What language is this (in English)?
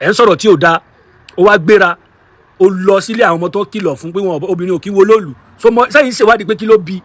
Yoruba